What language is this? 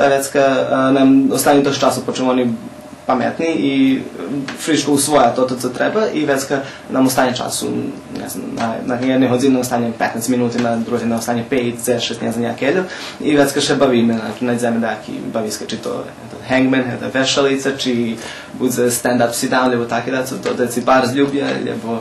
Rusyn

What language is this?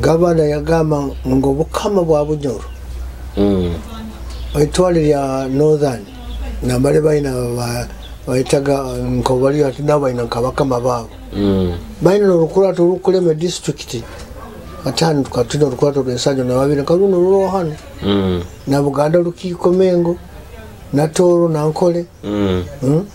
Nyoro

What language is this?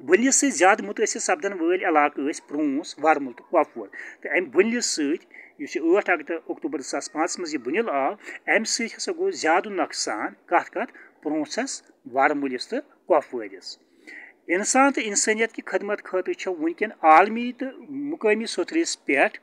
Kashmiri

